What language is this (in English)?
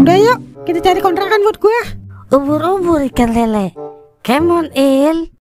Betawi